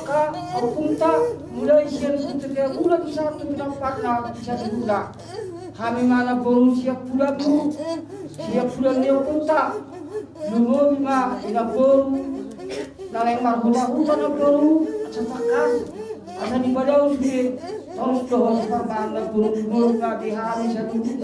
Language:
Batak Toba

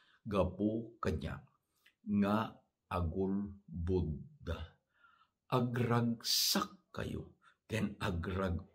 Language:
Iloko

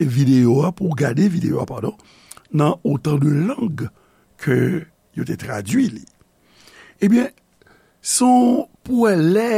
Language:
Haitian Creole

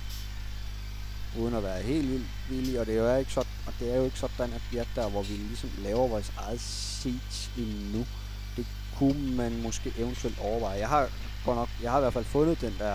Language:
Danish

